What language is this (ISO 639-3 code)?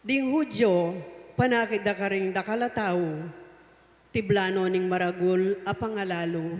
pam